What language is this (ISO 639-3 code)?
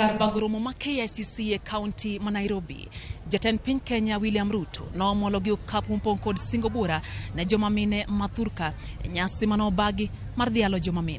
luo